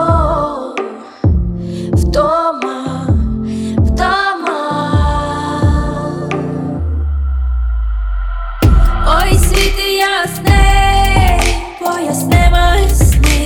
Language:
Ukrainian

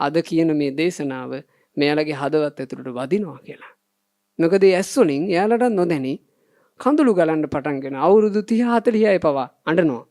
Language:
Sinhala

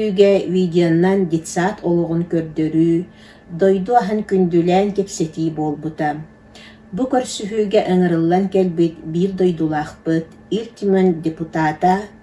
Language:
Yakut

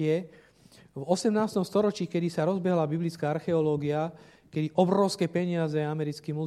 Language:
Slovak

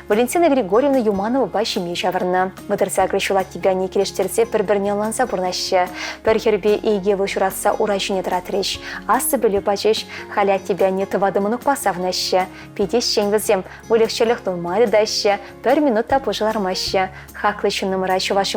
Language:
Chuvash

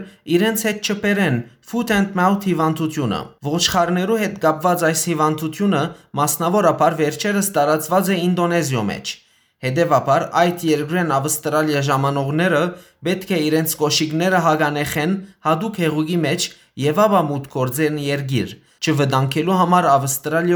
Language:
Western Armenian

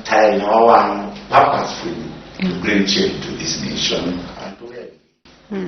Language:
Luo (Kenya and Tanzania)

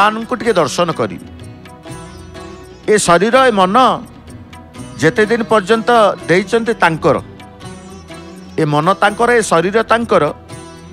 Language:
Odia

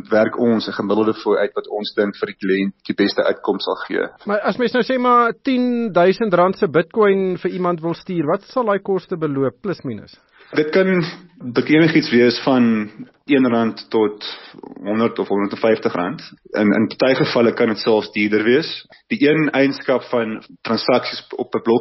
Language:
Afrikaans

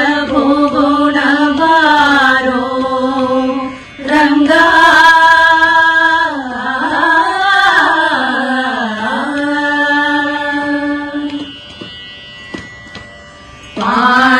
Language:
Kannada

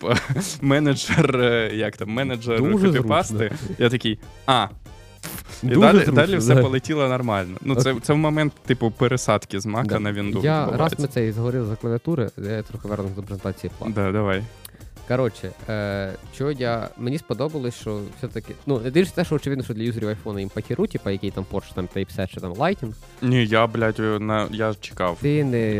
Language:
Ukrainian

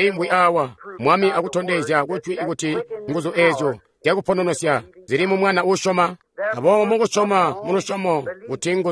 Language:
Tonga (Zambia)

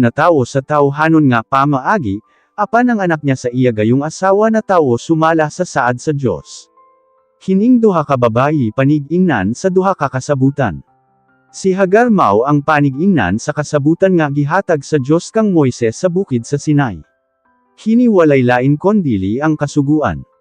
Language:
Cebuano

